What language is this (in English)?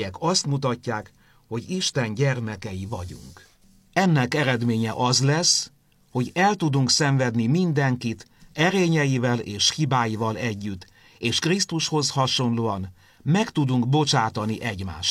Hungarian